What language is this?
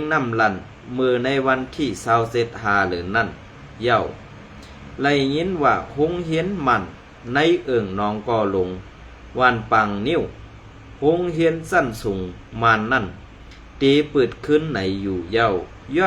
Shan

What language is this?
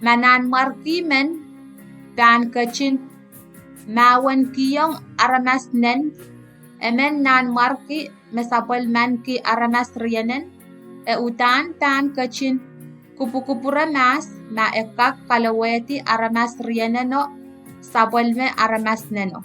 Pohnpeian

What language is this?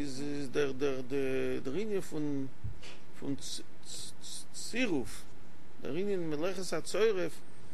Yiddish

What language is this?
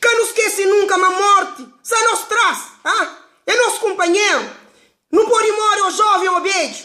Kabuverdianu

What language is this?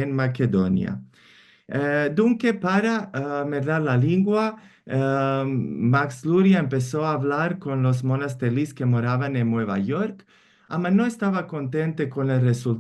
Ladino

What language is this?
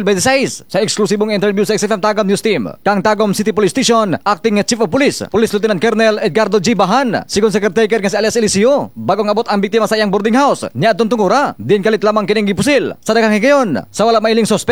Cebuano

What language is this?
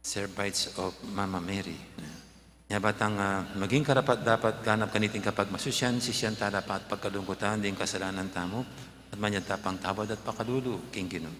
Pampanga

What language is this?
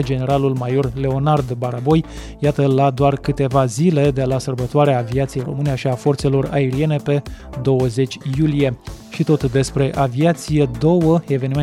Romanian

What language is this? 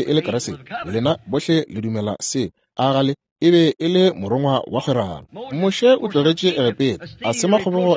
Northern Sotho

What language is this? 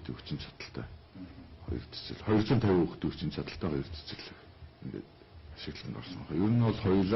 Mongolian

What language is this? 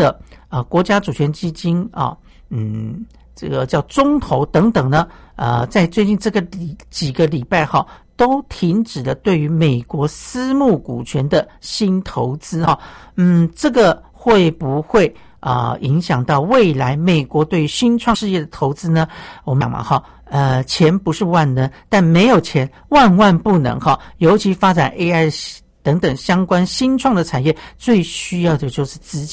Chinese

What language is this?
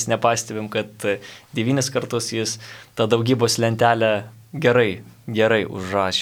Lithuanian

